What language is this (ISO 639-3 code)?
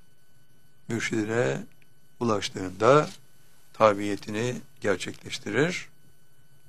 tur